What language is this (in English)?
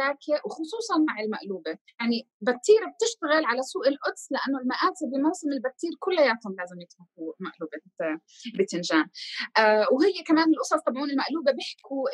North Levantine Arabic